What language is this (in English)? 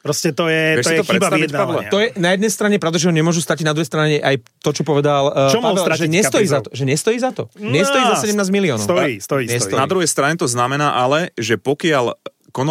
Slovak